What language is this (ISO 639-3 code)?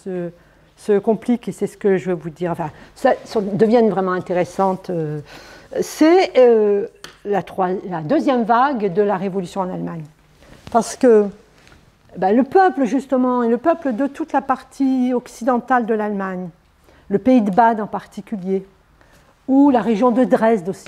fra